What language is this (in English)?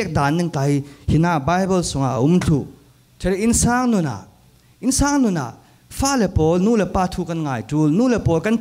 Falam Chin